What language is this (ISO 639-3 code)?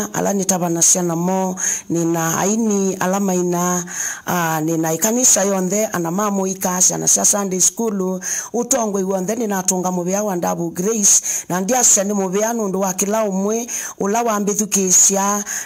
kam